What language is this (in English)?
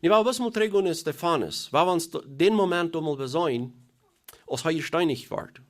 Plautdietsch